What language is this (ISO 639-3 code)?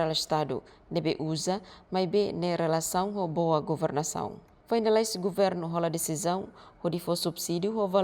tet